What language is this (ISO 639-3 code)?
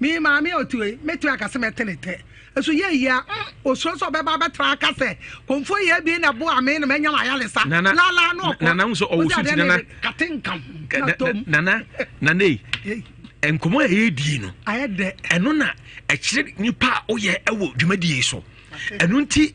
aka